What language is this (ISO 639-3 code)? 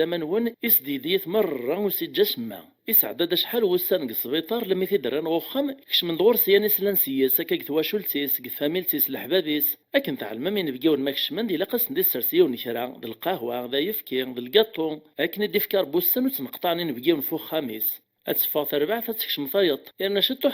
kab